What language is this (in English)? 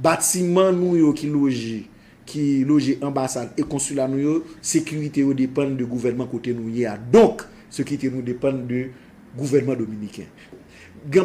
Haitian Creole